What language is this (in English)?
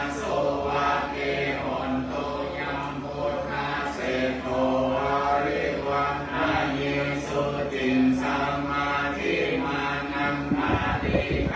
Pali